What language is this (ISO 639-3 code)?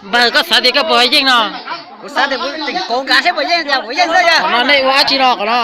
hmn